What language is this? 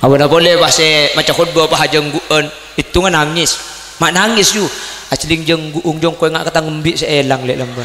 Madurese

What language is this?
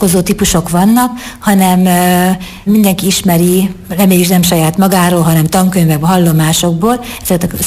Hungarian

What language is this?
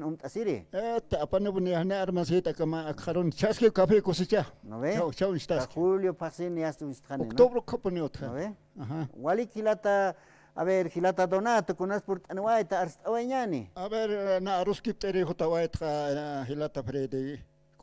Aymara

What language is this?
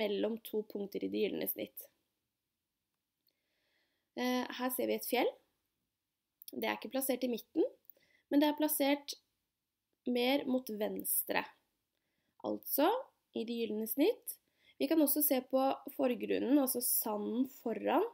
Norwegian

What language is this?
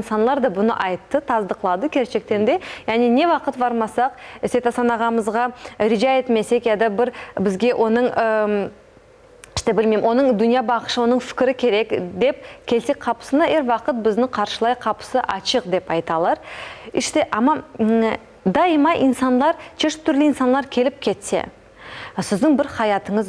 Crimean Tatar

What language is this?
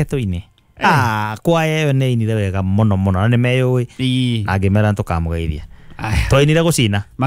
Kikuyu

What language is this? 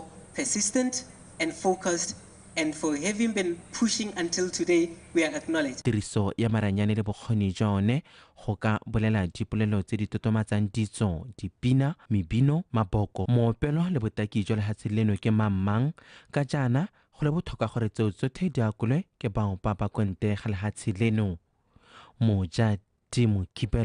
Tswana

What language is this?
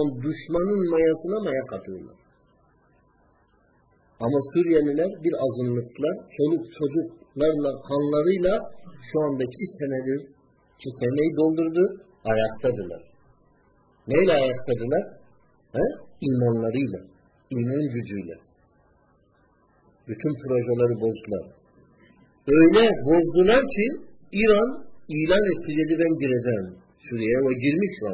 Turkish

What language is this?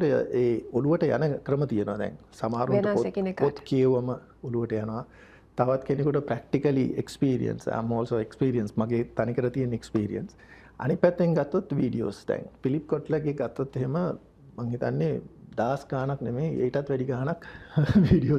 Sinhala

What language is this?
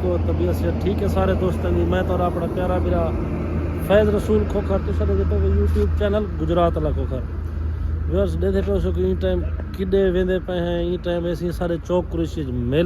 Saraiki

